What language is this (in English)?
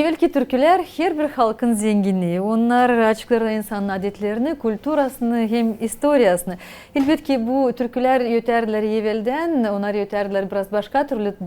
Gagauz